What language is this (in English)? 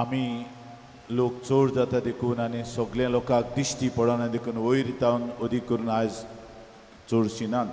Konkani